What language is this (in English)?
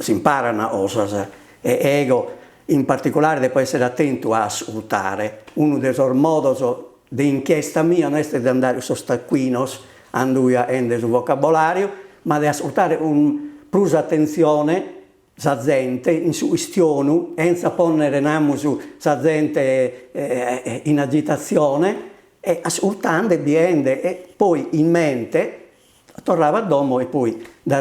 Sardinian